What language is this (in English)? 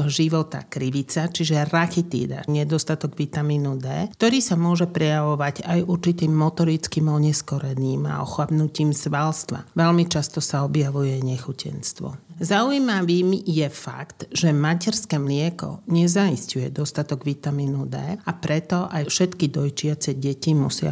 Slovak